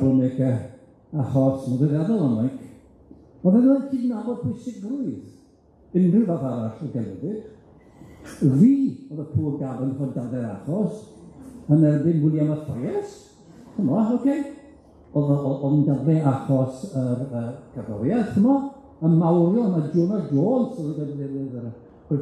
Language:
Welsh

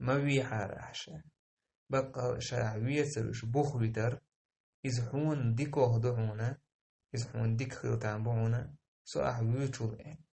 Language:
Chechen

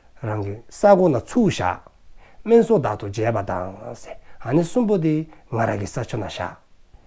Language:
Dzongkha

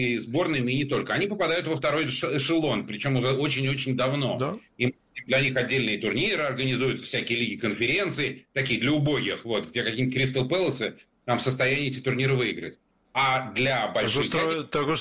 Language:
Russian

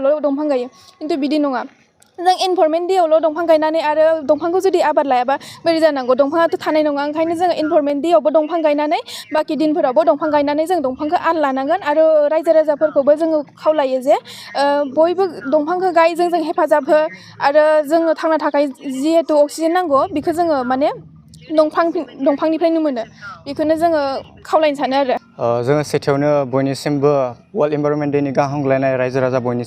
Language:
Bodo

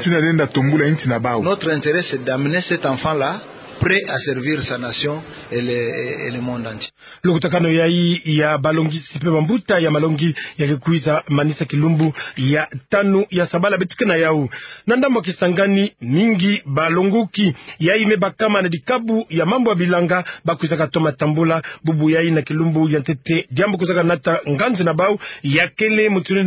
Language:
Kituba (Democratic Republic of Congo)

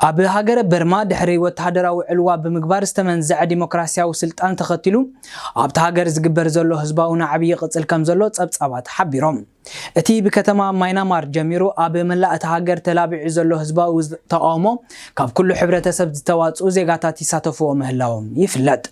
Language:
Tigrinya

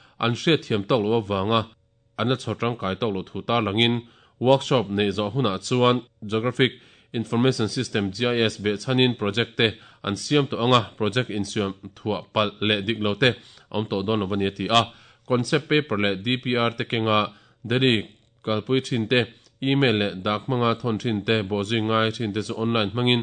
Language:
Mizo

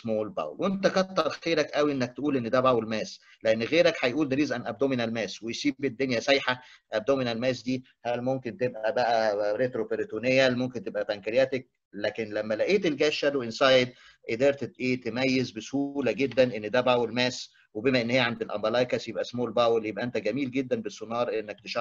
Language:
Egyptian Arabic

